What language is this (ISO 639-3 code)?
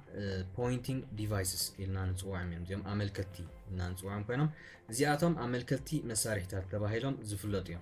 tir